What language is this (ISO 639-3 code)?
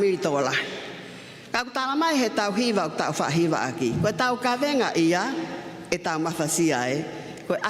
ton